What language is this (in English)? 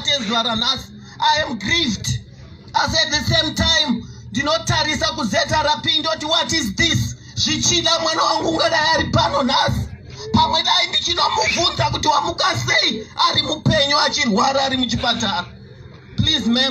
Shona